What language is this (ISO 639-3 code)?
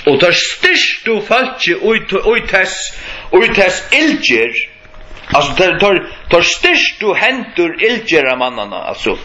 fao